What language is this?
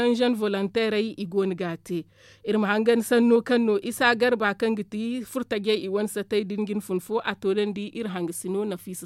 Zarma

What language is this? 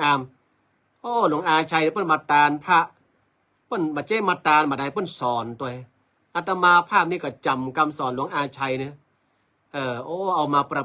Northern Thai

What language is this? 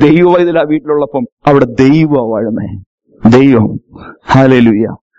Malayalam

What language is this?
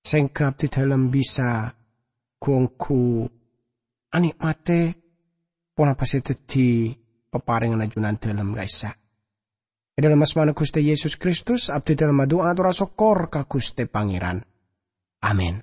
Madurese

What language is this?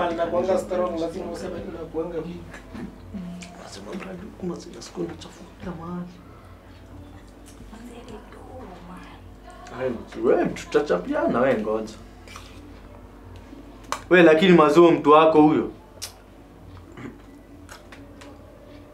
Swahili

